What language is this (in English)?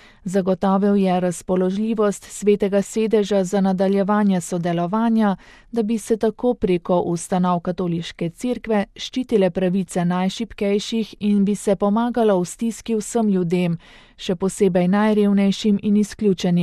Slovenian